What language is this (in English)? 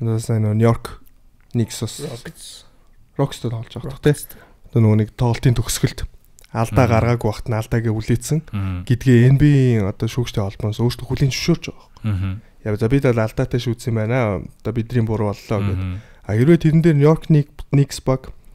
Mongolian